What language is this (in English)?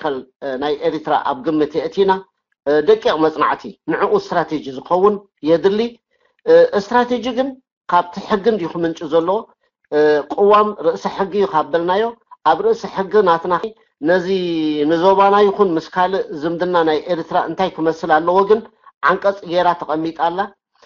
Tigrinya